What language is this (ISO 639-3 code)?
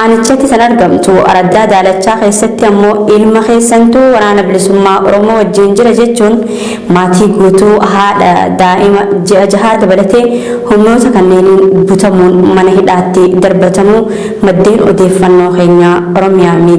orm